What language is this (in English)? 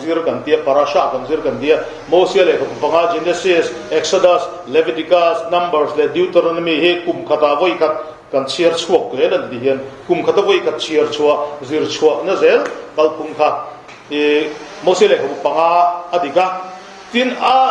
Mizo